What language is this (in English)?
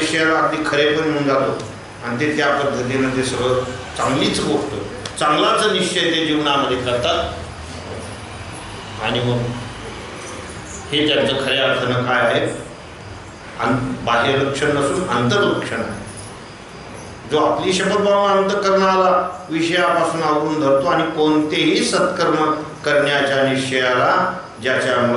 Marathi